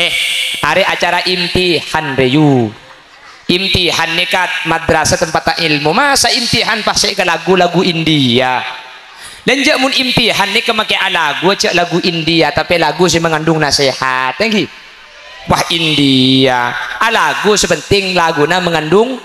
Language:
Madurese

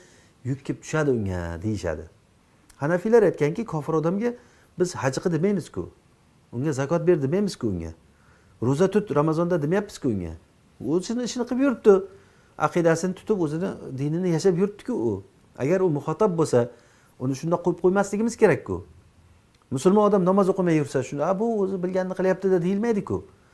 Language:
Uzbek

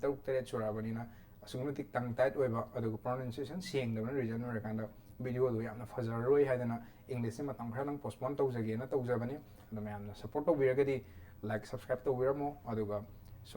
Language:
Manipuri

